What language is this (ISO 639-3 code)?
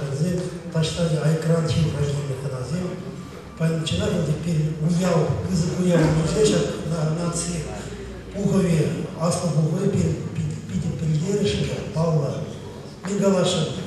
chv